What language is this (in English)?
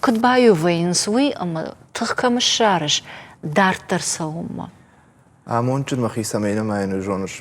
Ossetic